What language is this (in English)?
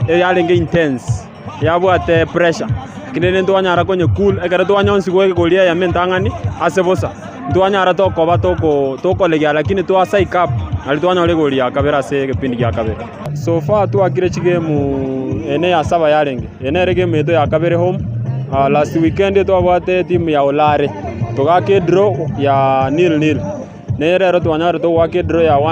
Gusii